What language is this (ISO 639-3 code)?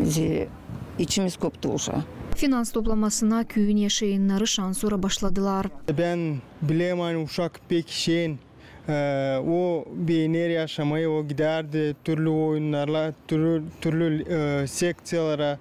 gag